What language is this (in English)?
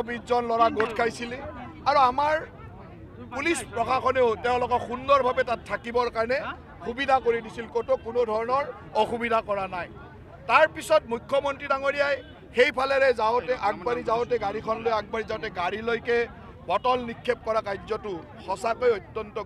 Assamese